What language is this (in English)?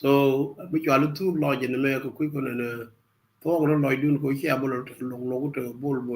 Nuer